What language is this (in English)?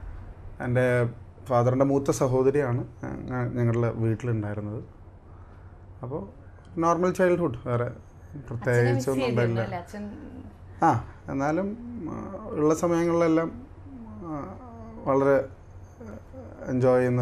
Malayalam